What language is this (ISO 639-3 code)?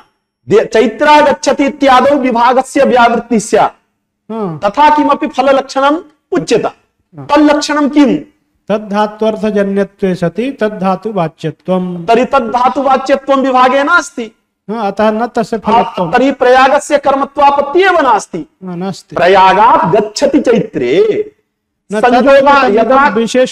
san